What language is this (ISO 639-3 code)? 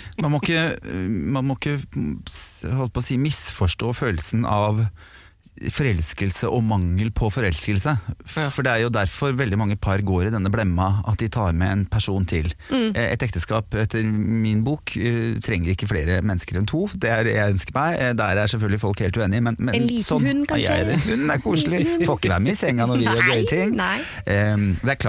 nor